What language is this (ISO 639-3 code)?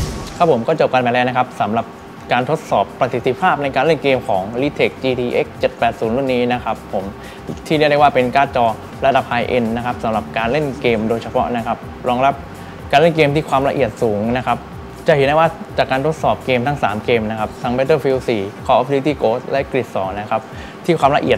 tha